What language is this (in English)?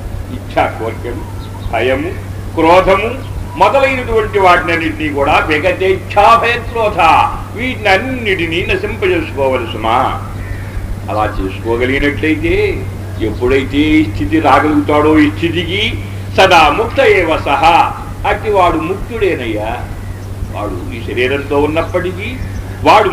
Telugu